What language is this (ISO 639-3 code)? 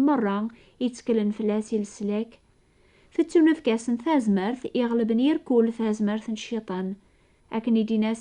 kab